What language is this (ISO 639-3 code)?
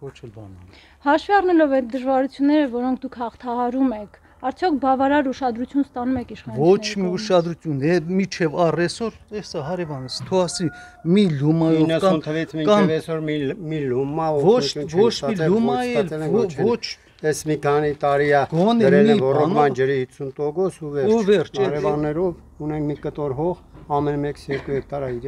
hye